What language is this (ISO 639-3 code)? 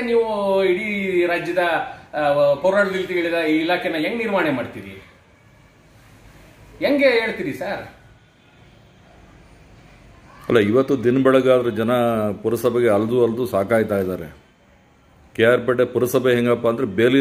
kan